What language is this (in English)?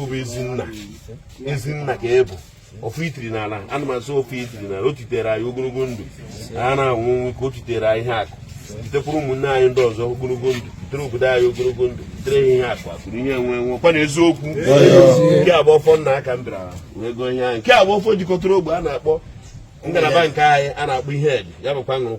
Igbo